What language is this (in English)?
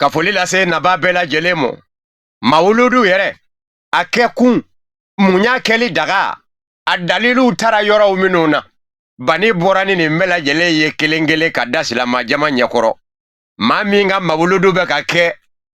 Bambara